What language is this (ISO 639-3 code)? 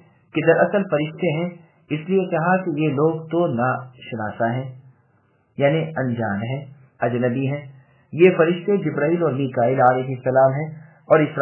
urd